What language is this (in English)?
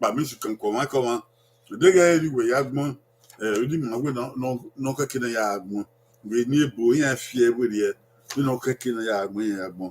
Bini